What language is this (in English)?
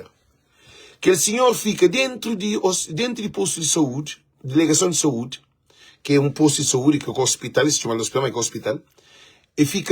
Kabuverdianu